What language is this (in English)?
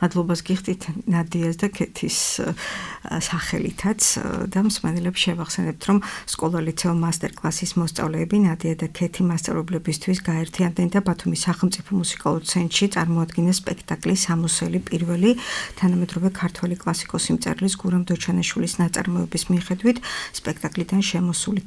Georgian